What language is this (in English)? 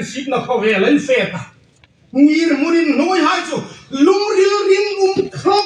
Hmar